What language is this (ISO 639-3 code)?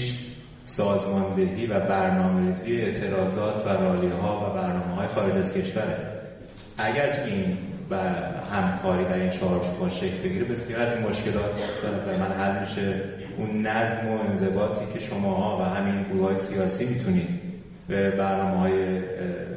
fas